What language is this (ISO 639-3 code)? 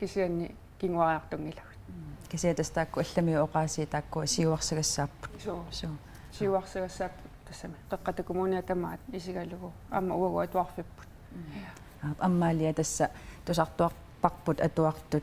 kal